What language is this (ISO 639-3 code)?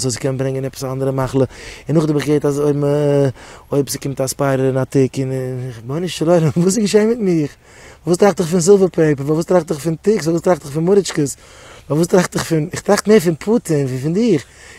yid